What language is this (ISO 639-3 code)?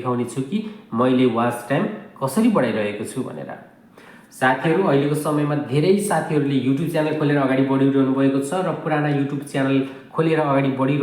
nep